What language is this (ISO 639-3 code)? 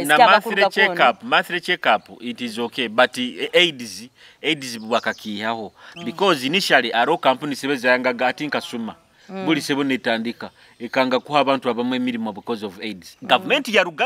nyo